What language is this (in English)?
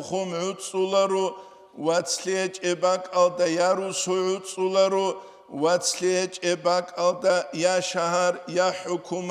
Avaric